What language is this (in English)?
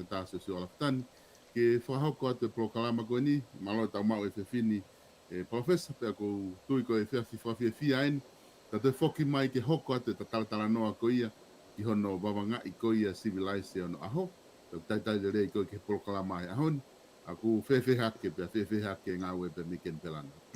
Tongan